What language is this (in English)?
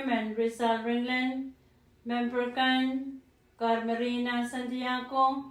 Pohnpeian